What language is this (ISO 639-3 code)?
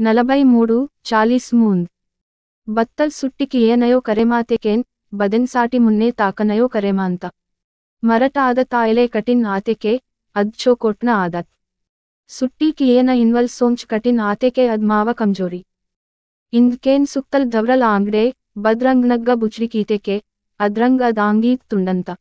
gon